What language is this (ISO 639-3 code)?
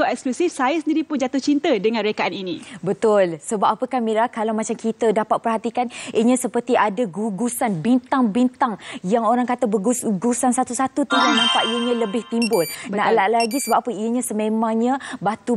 msa